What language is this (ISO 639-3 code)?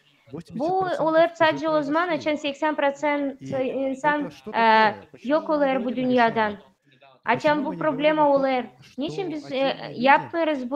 gag